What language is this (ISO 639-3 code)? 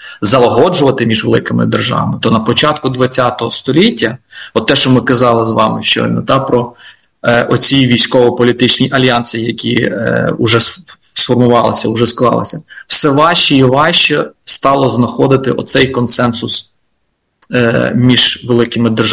ukr